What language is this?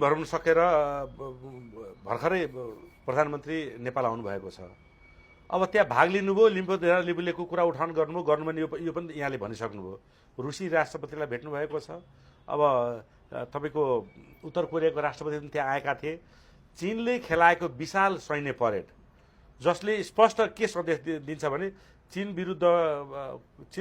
Nepali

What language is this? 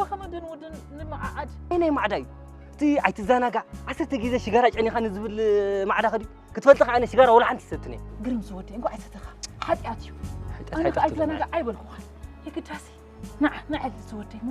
Tigrinya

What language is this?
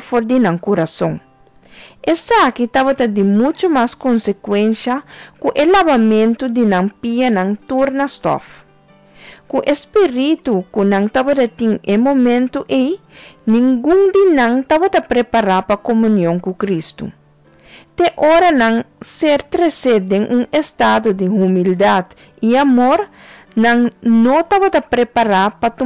Papiamento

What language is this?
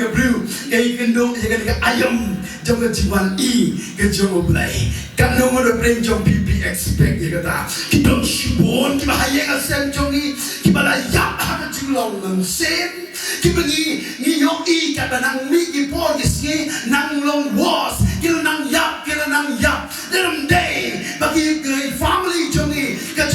Khasi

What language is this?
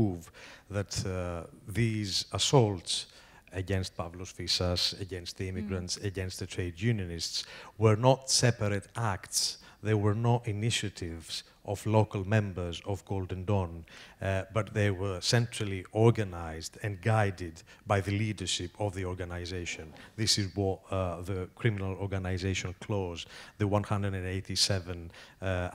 English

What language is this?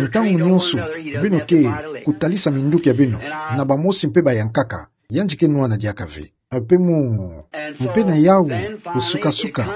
Kituba (Democratic Republic of Congo)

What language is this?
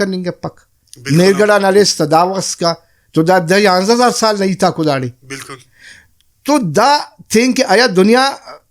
Brahui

